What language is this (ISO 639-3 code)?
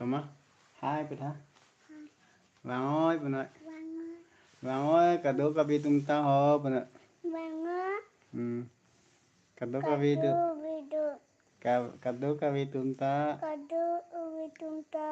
mjw